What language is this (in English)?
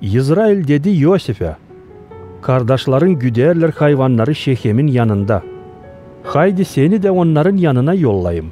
Gagauz